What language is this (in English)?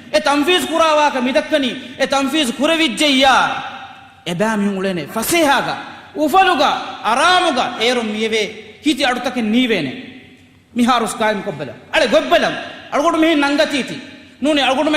Divehi